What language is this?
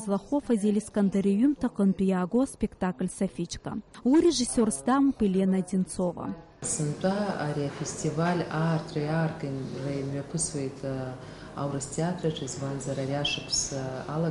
Abkhazian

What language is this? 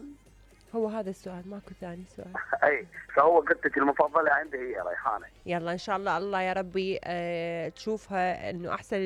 Mesopotamian Arabic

